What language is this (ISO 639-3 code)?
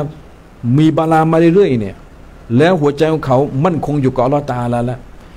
tha